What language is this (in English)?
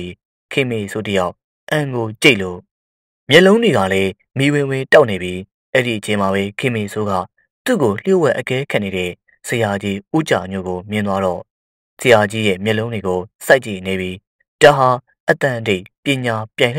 Burmese